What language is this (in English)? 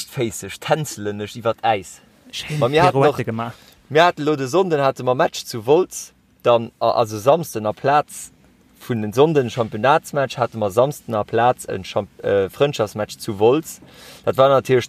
Luxembourgish